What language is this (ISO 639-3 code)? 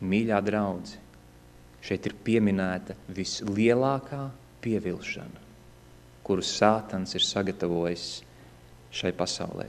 lav